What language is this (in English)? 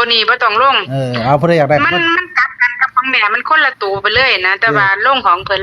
Northeastern Thai